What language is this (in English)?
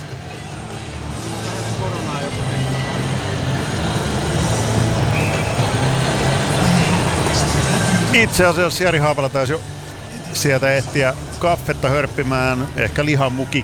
Finnish